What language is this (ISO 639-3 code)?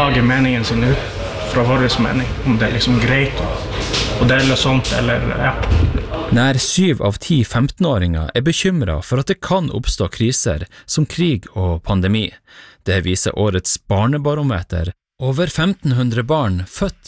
nor